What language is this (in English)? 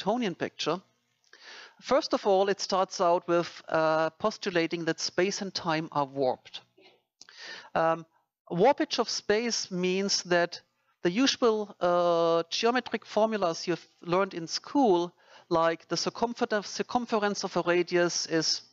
English